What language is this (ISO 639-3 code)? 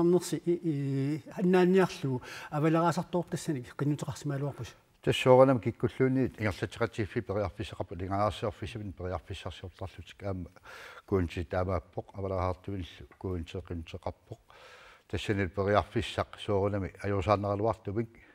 kal